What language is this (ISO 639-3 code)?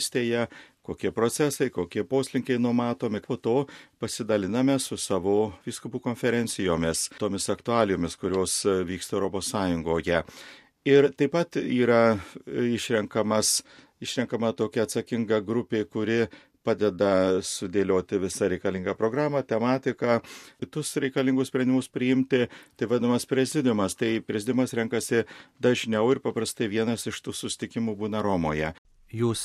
lit